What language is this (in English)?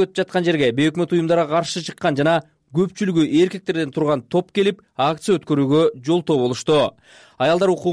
Kyrgyz